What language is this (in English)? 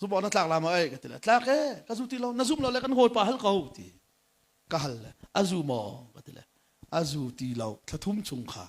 Hakha Chin